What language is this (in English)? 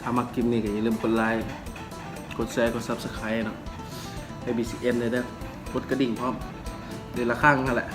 Northeastern Thai